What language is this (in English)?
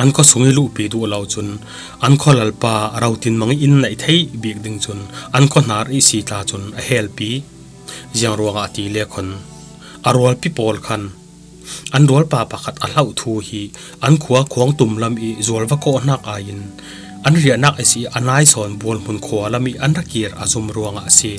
Falam Chin